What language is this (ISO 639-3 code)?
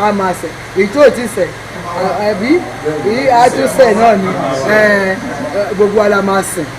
yor